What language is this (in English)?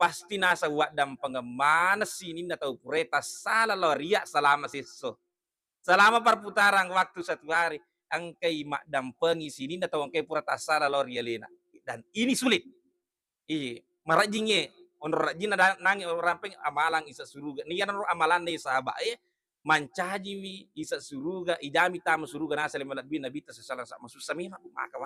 Buginese